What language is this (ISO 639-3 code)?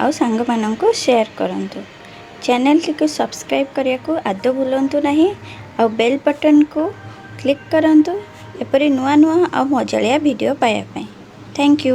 ori